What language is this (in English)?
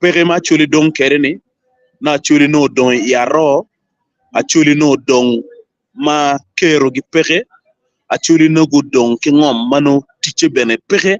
Acoli